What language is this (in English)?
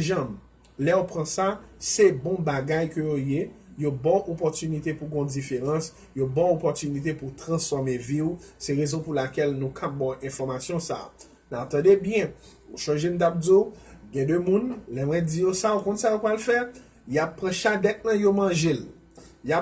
Haitian Creole